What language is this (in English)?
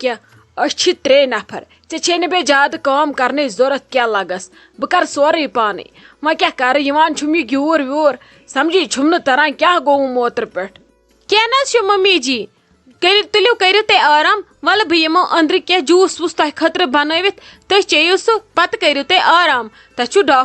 Kashmiri